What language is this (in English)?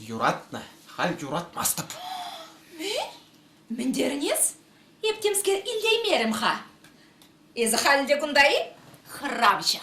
Chuvash